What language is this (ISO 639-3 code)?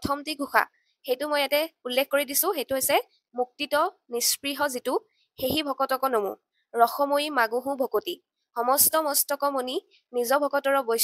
asm